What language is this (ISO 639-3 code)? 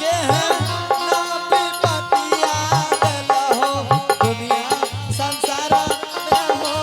anp